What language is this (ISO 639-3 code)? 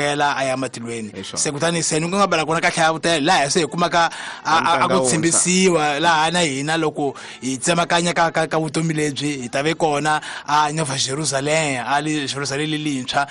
tso